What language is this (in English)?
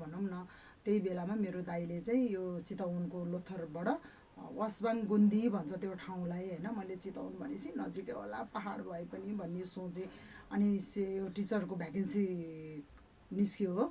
Nepali